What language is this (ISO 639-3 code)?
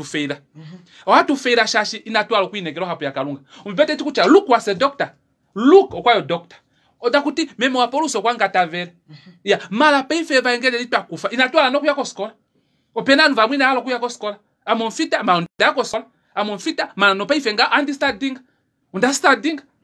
kua